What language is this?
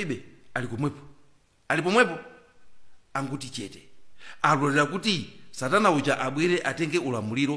Nyanja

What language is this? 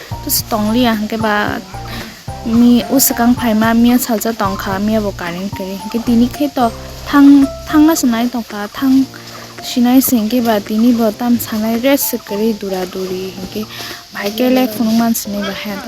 Kok Borok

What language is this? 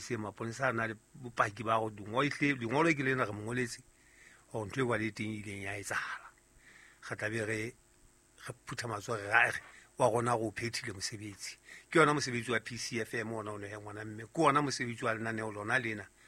Southern Sotho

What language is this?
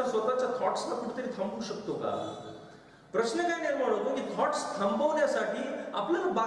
Marathi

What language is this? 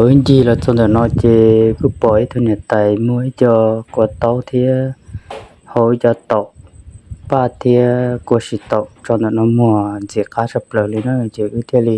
Hmong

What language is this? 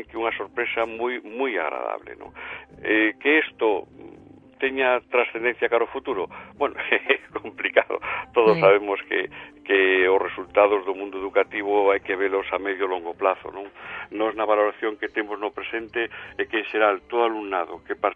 Galician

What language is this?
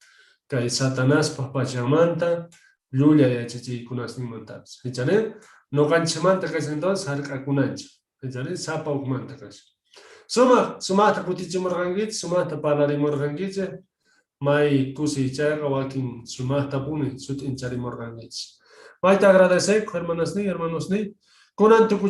South Bolivian Quechua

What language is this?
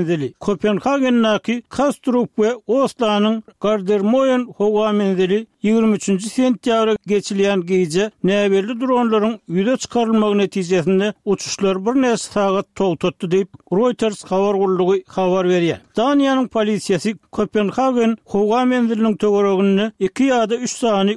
Turkmen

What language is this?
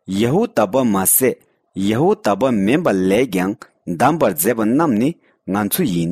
Tibetan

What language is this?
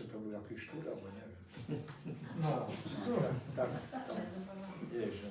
Silesian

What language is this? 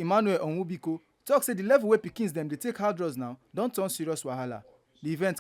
Nigerian Pidgin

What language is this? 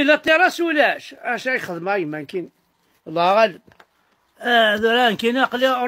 Kabyle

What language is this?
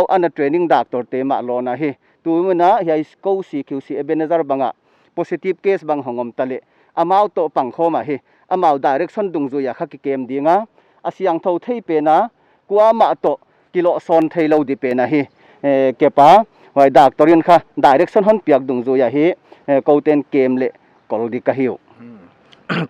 Paite Chin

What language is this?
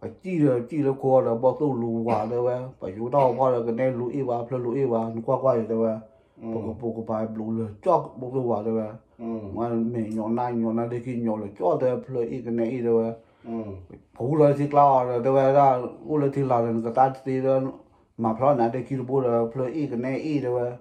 S'gaw Karen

